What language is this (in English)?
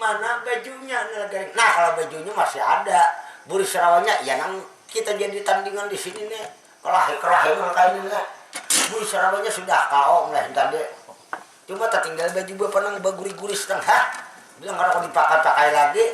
Banjar